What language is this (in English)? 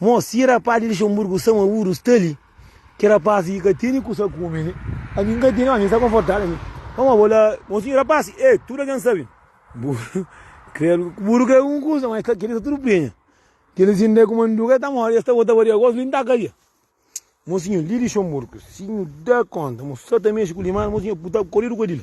Kabuverdianu